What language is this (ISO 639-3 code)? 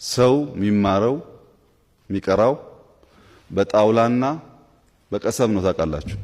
amh